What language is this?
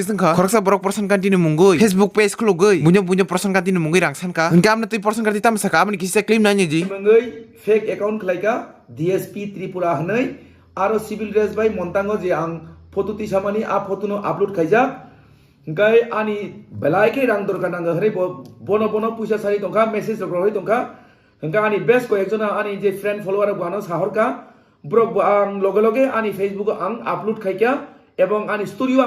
Kok Borok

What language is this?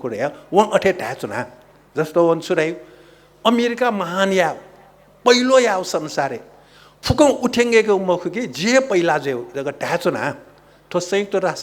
Newari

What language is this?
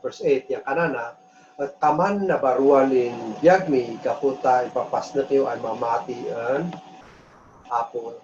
Kankanaey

